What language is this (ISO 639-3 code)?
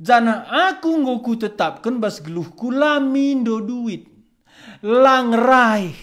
btx